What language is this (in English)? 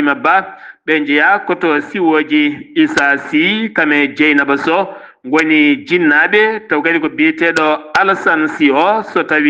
Fula